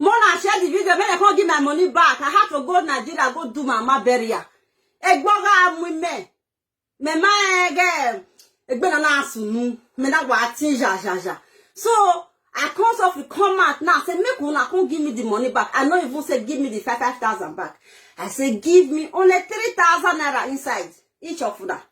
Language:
Nigerian Pidgin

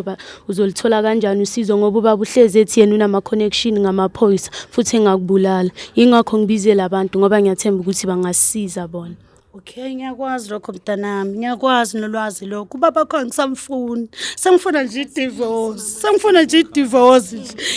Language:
Zulu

